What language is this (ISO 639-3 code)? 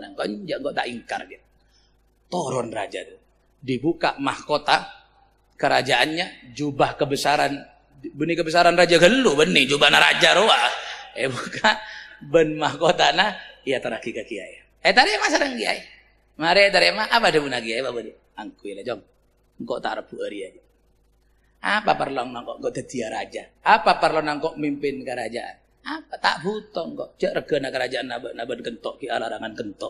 mad